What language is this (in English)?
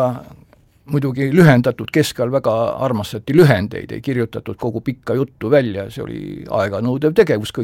Estonian